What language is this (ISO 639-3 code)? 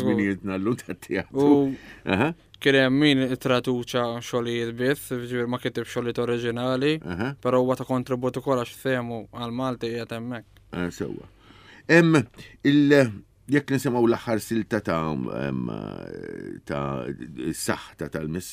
mlt